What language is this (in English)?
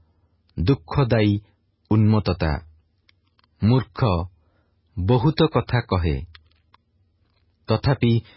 Odia